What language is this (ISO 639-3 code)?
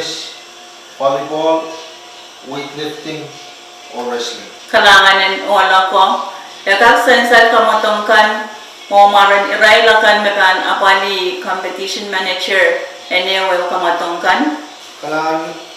pon